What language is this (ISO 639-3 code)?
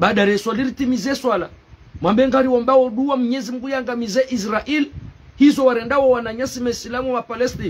zdj